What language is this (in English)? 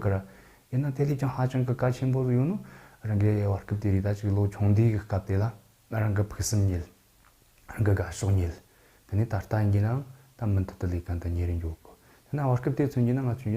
Tibetan